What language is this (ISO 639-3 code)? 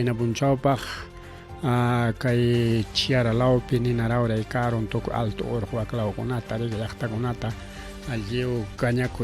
quy